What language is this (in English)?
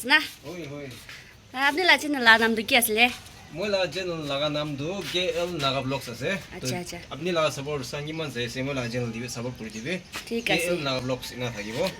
Naga Pidgin